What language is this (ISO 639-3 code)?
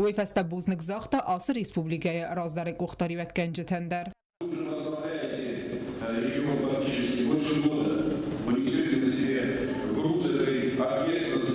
oss